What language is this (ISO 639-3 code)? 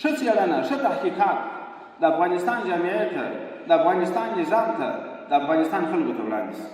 pus